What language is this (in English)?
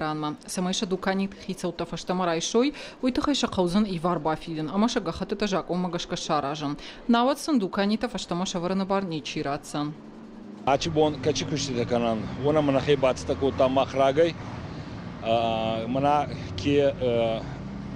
Ossetic